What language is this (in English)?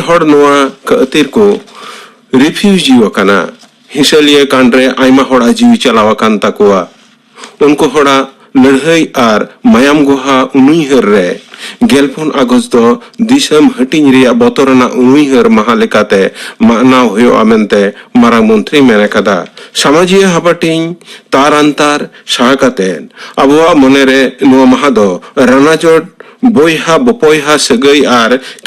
Santali